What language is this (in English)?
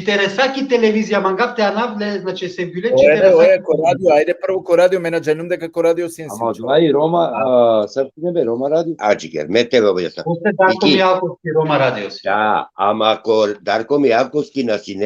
Balkan Romani